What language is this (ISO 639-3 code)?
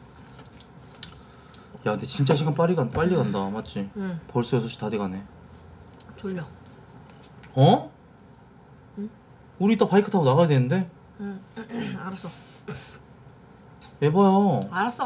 kor